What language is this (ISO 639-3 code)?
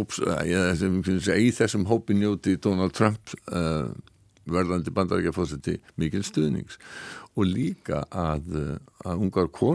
isl